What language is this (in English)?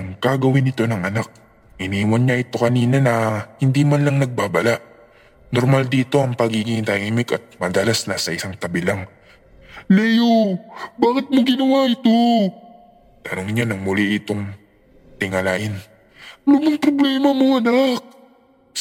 Filipino